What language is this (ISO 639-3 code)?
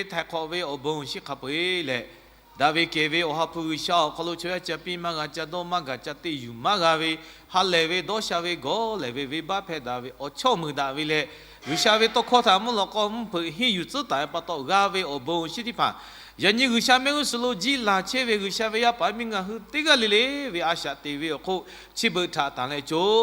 lhu